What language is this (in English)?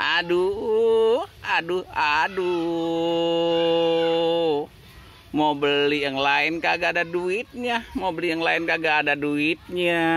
Betawi